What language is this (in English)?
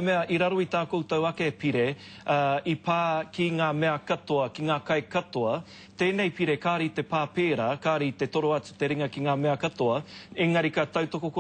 Māori